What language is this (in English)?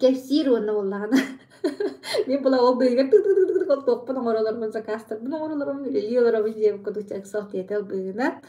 Yakut